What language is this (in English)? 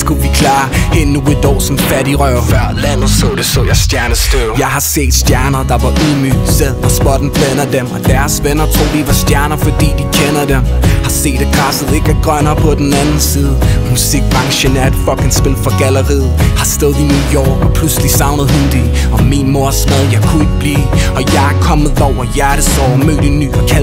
Danish